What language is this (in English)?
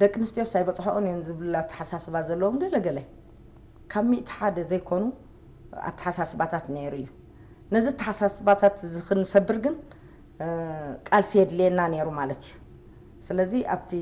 Tigrinya